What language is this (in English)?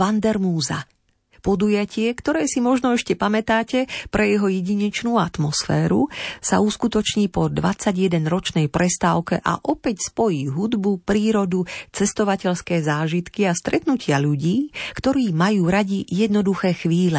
Slovak